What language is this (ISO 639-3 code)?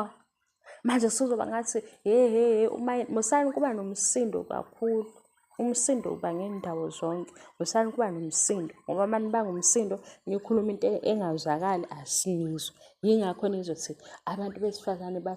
zul